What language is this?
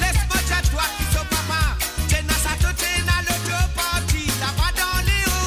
Morisyen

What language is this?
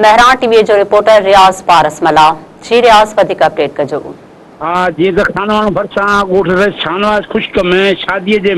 Sindhi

